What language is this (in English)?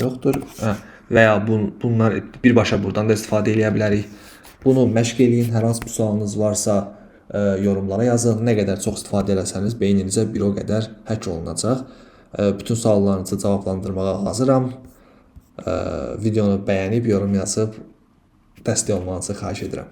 Azerbaijani